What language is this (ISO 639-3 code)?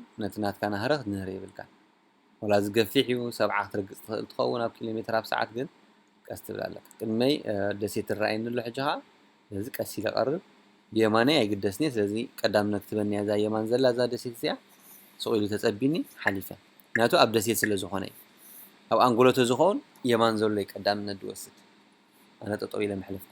tir